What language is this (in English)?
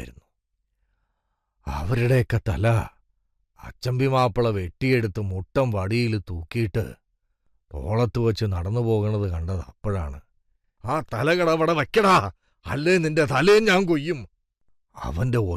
Malayalam